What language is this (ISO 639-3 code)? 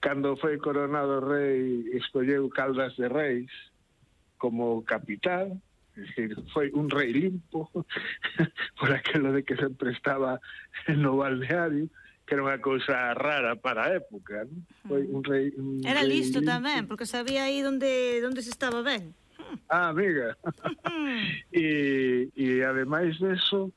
glg